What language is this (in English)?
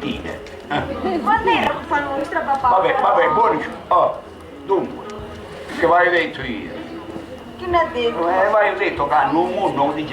Sicilian